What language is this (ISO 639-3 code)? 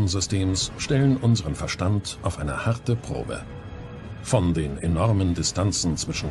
deu